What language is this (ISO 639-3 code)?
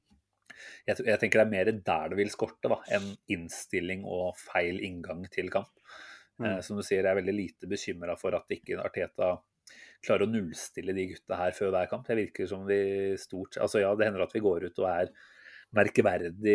nor